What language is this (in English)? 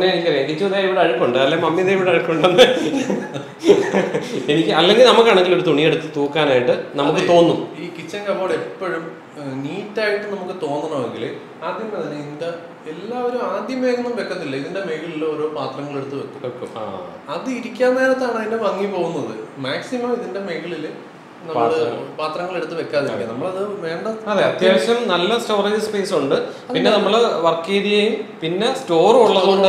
Malayalam